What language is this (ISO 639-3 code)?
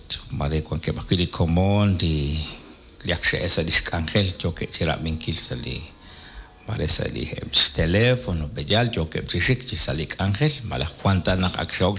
kek